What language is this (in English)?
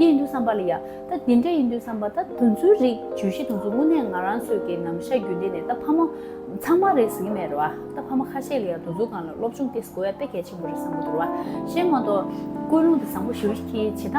Tibetan